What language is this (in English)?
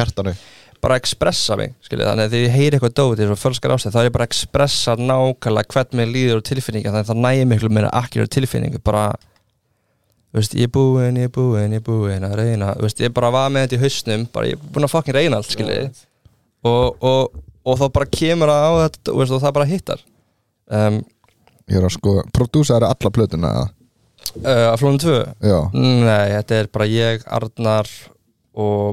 Icelandic